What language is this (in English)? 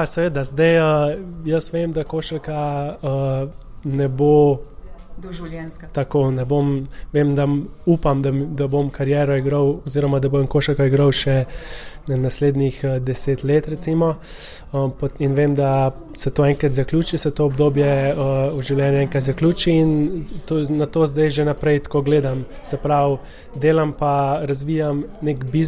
Slovenian